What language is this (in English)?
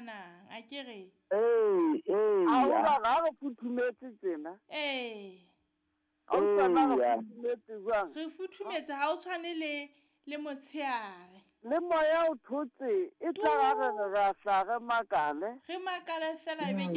Southern Sotho